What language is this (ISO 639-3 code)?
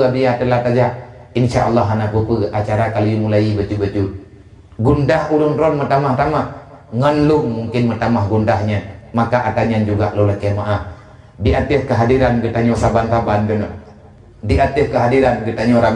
ace